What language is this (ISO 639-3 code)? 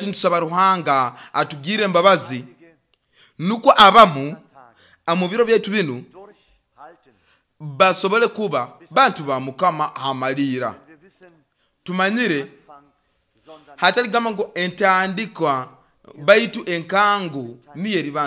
nyo